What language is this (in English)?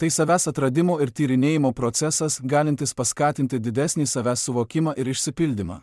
Lithuanian